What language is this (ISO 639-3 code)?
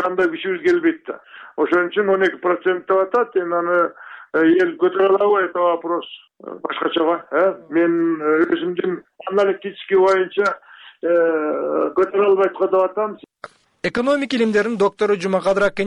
kir